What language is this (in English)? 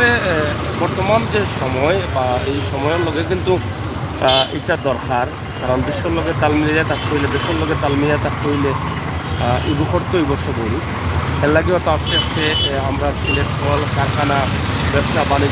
Sylheti